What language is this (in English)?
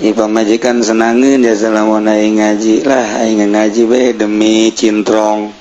Sundanese